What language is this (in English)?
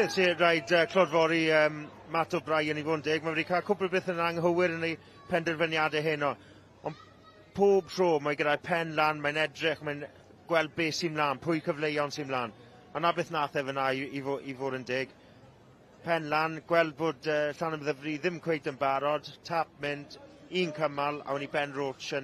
Welsh